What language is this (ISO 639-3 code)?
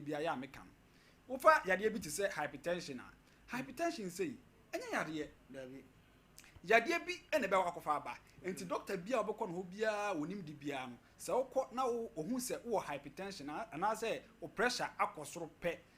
aka